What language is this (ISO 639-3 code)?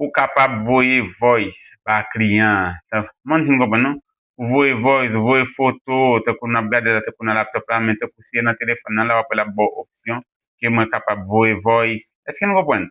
hat